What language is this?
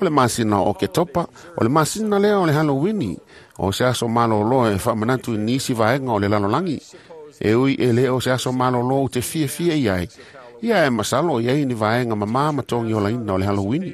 Samoan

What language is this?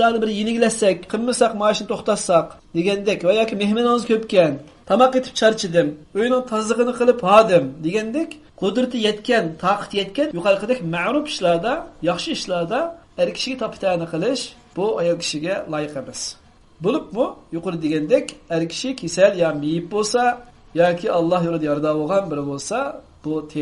Uyghur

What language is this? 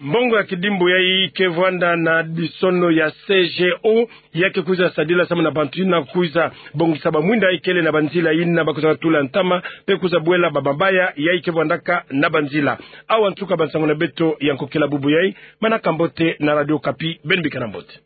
Kituba (Democratic Republic of Congo)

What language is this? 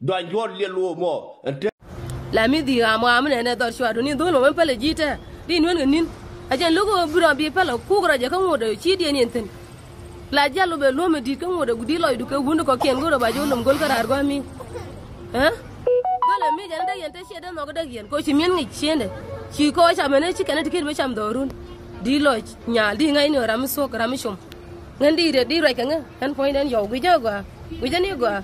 Nuer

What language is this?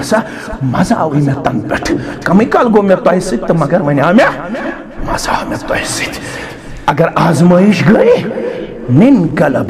Kashmiri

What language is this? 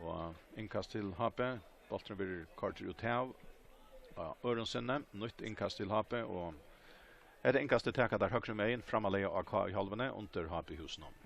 Faroese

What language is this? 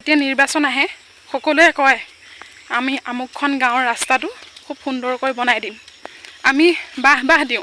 Assamese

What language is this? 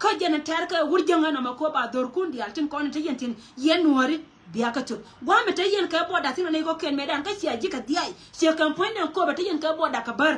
Nuer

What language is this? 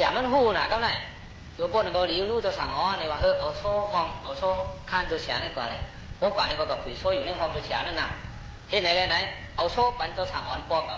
Shan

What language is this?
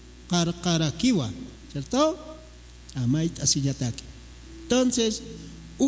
Aymara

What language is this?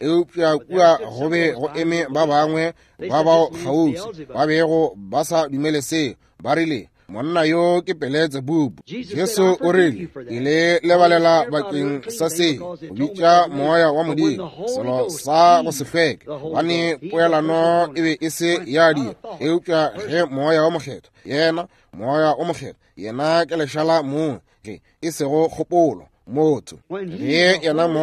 Northern Sotho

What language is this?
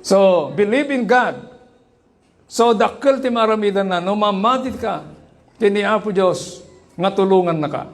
Iloko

